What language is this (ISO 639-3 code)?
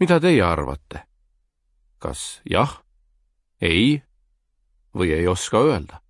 est